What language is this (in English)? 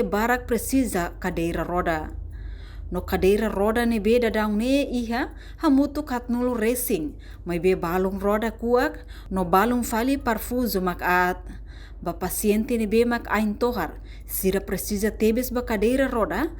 Tetum